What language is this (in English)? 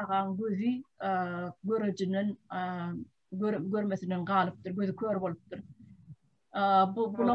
Turkmen